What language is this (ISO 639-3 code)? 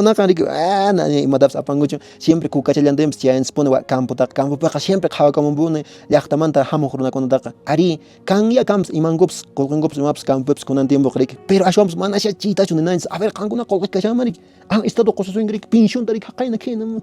que